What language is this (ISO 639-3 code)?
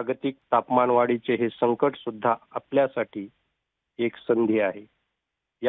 mar